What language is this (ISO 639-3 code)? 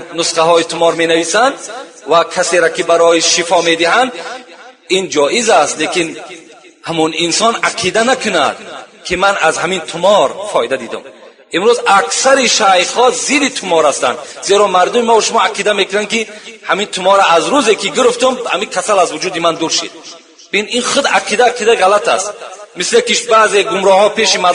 tgk